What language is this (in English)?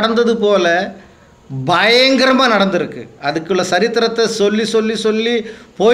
Tamil